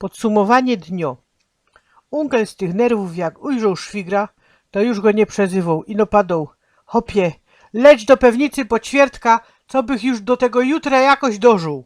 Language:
Silesian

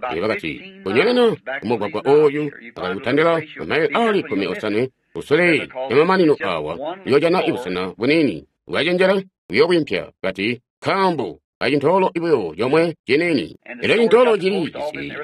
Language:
Tonga (Zambia)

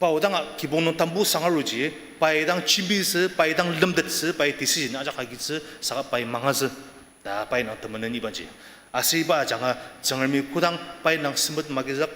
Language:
Ao Naga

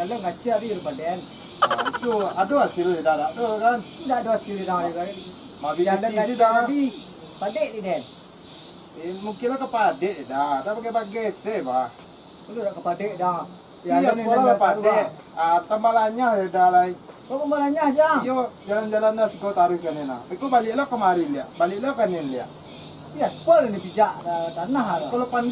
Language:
Minangkabau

